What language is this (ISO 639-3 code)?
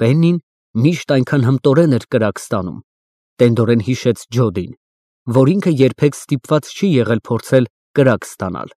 hye